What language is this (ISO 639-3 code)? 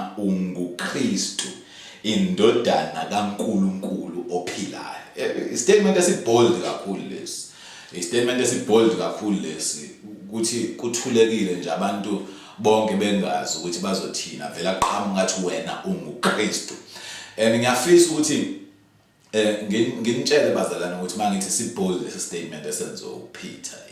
zul